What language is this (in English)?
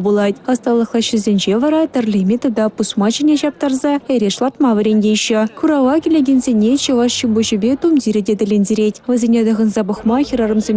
Chuvash